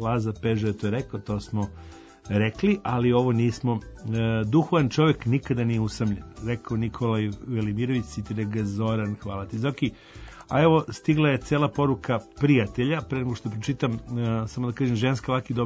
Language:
Serbian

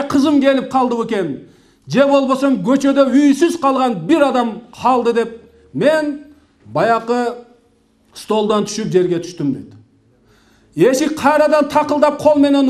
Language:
Kyrgyz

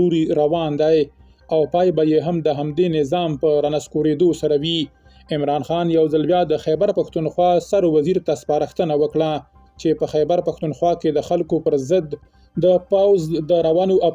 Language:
Pashto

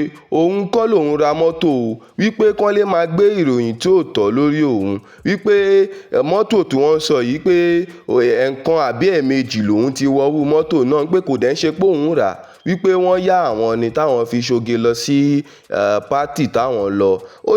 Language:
Yoruba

